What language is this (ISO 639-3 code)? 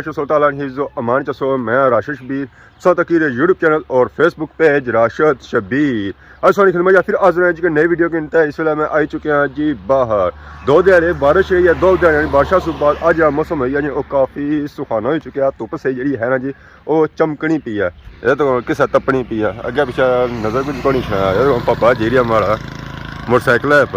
phr